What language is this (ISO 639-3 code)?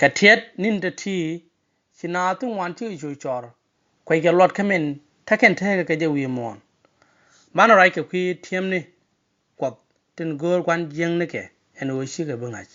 nus